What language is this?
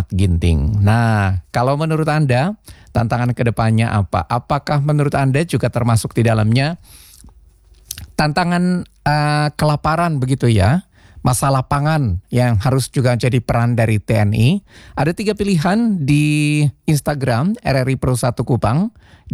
Indonesian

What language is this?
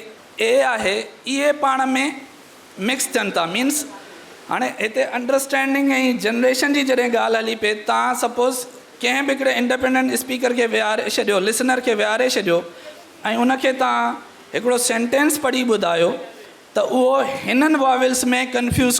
Sindhi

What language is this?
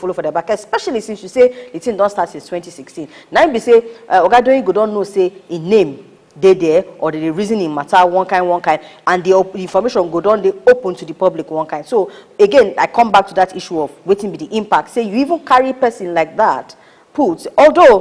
Nigerian Pidgin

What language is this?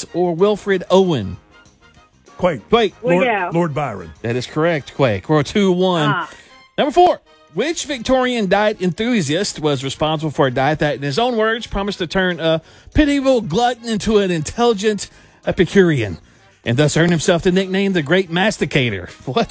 English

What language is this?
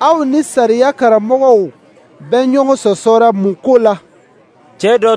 Dyula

